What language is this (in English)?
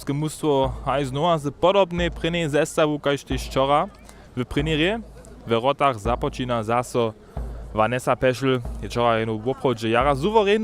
Upper Sorbian